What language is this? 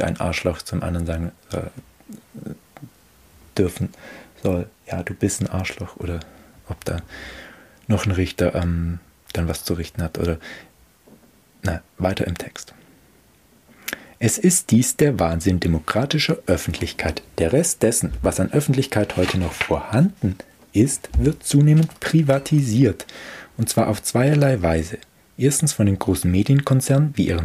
German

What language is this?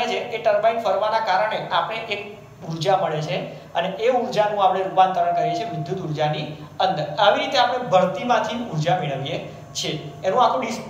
Gujarati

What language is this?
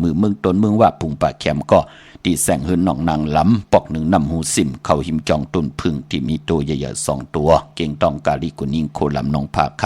Shan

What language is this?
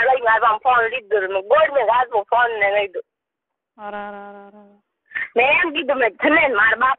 Gujarati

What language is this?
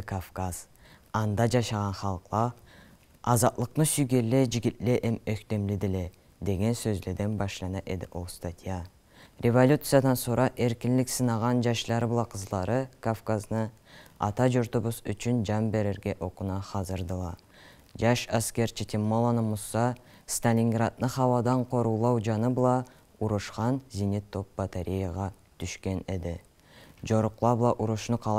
Karachay-Balkar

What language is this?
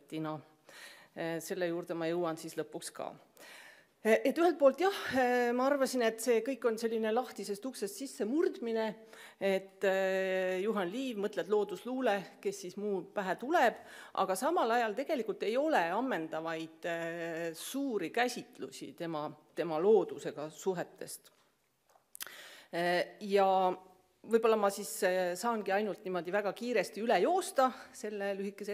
Estonian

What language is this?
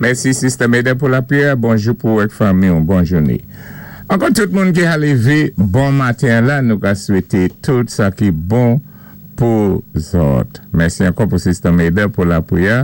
Saint Lucian Creole French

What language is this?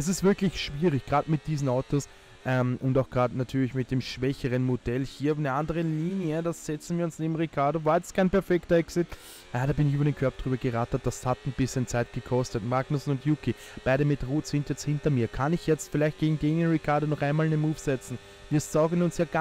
German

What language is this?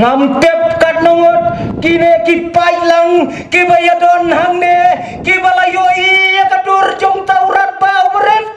Khasi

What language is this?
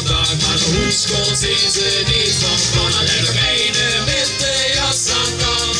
Limburgish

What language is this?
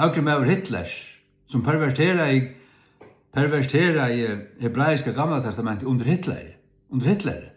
Faroese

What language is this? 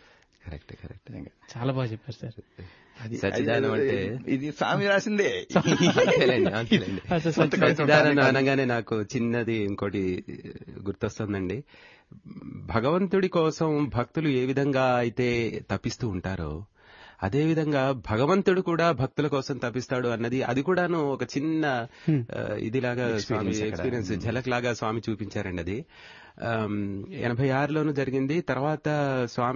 Telugu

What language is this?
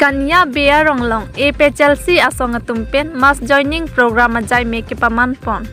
Karbi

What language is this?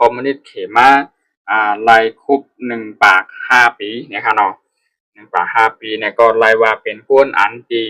Shan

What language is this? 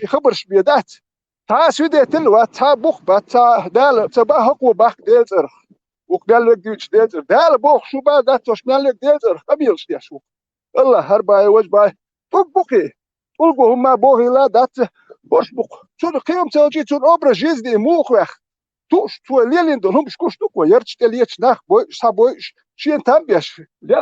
Chechen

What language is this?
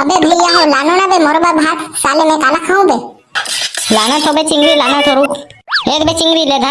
Chhattisgarhi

